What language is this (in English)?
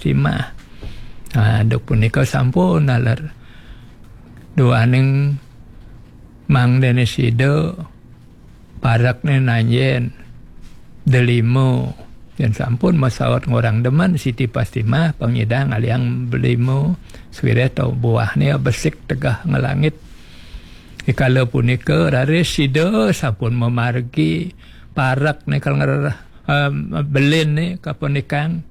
Balinese